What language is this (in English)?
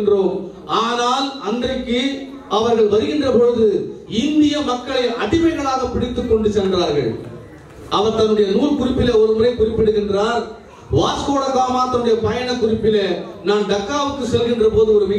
Tamil